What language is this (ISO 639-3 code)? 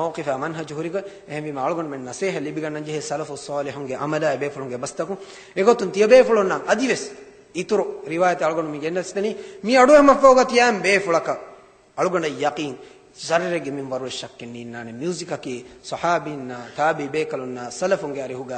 div